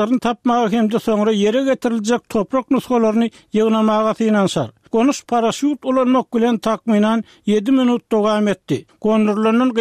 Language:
Turkmen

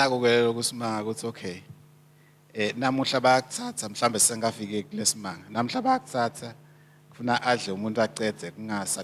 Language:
Swati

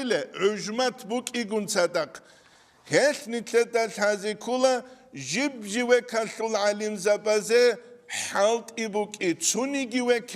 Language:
Avaric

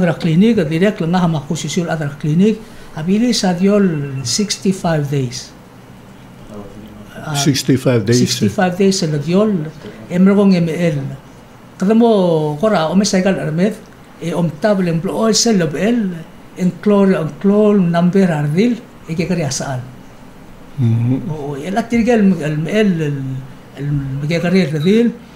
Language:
Palauan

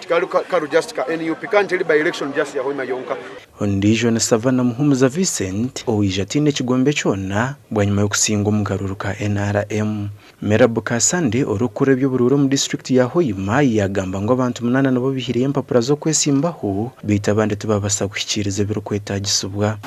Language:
Nyankole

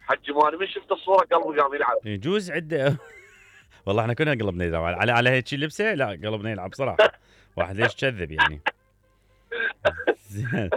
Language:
Mesopotamian Arabic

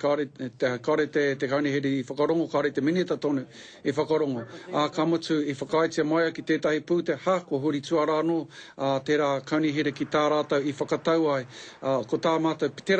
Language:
Māori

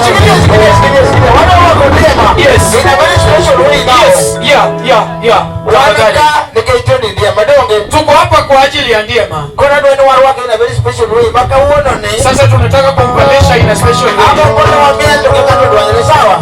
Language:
Luo (Kenya and Tanzania)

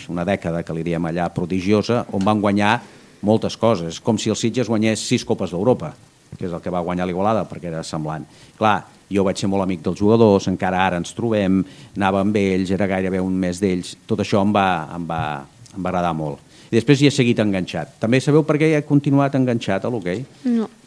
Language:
Catalan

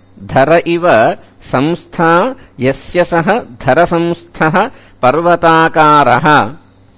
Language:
Sanskrit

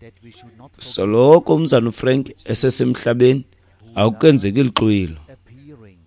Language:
Xhosa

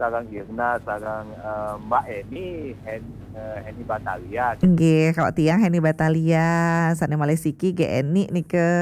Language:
Balinese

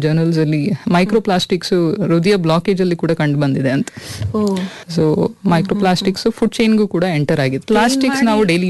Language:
Kannada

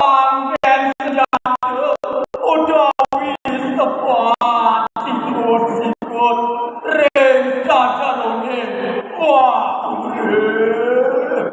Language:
Balinese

